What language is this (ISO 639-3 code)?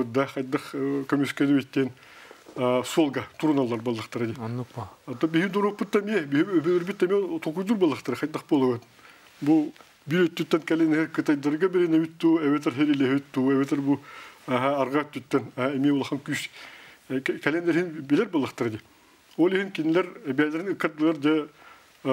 sah